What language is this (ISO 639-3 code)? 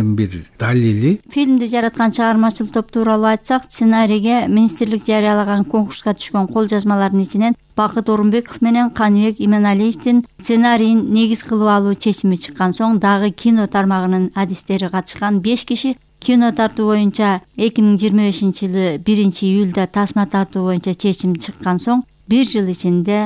kir